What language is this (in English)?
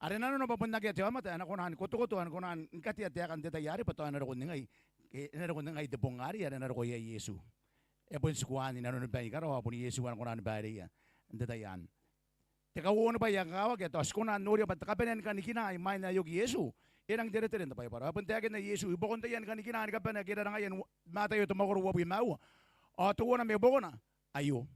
Gilbertese